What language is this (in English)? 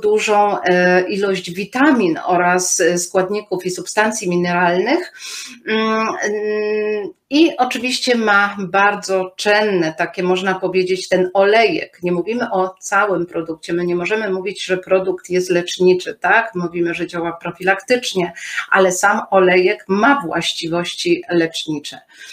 Polish